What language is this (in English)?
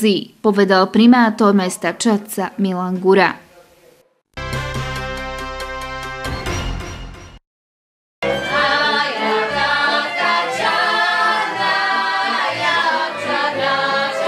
Slovak